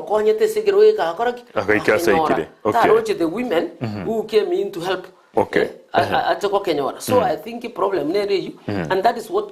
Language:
Gusii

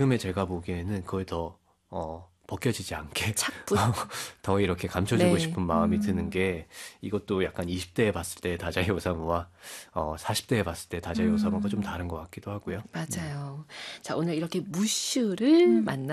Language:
Korean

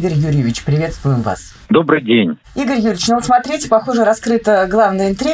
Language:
Russian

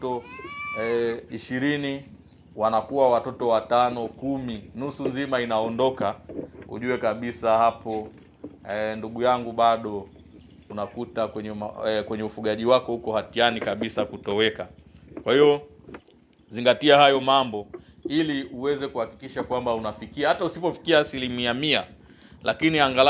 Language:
Swahili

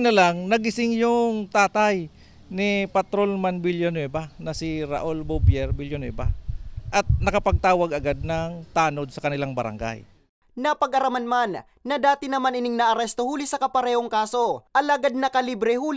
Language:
Bikol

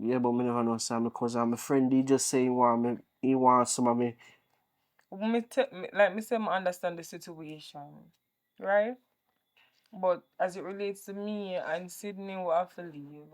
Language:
Jamaican Creole English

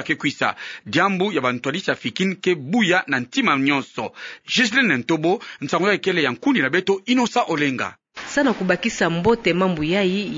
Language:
Kituba (Democratic Republic of Congo)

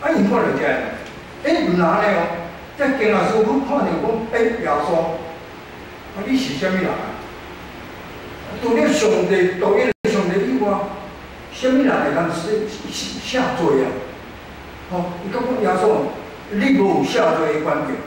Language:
Min Nan Chinese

